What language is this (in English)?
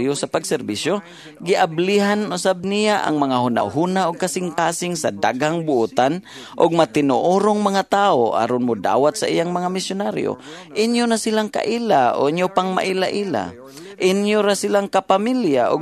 Cebuano